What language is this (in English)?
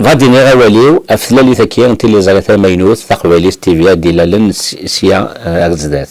Kabyle